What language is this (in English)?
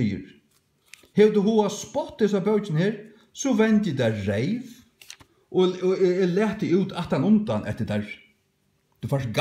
Faroese